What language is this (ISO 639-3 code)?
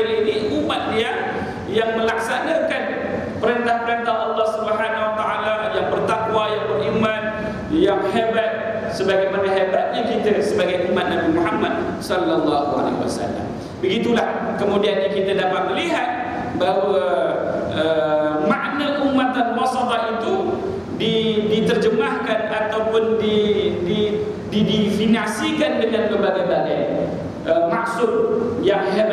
msa